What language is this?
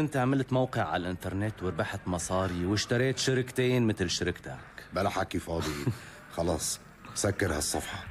North Levantine Arabic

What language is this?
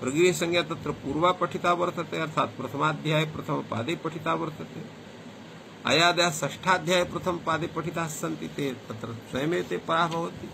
Sanskrit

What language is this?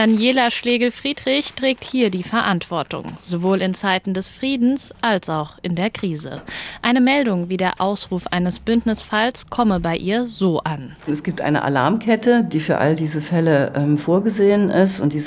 German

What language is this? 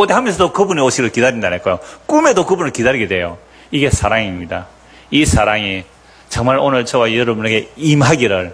Korean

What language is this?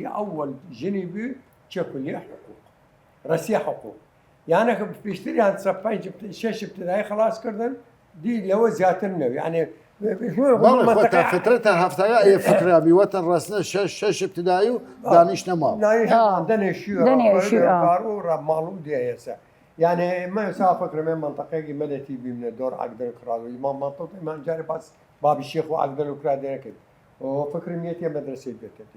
Southern Kurdish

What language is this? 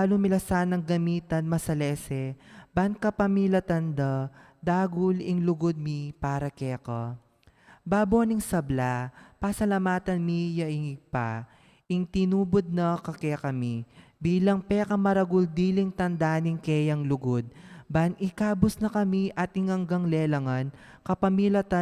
Pampanga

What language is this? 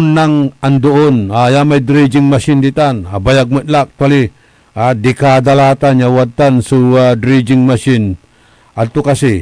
Pangasinan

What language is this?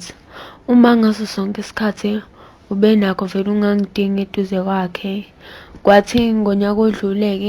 Zulu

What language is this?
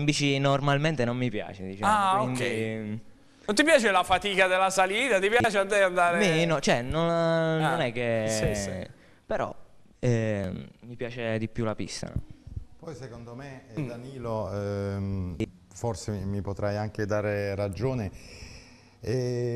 Italian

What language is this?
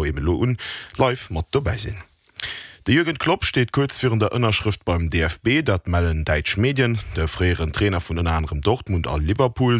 Luxembourgish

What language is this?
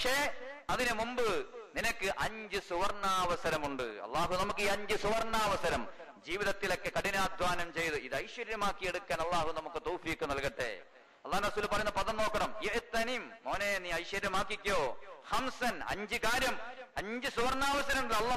Malayalam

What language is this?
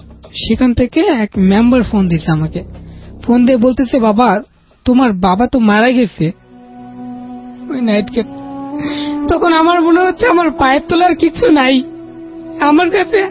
Bangla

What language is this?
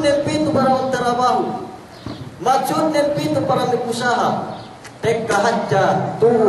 Yakan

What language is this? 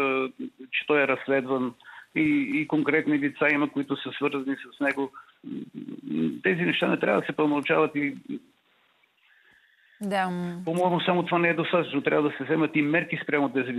Bulgarian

